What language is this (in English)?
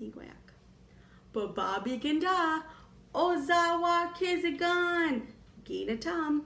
Chippewa